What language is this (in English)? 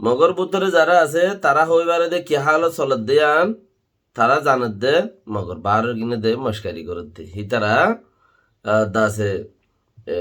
Rohingya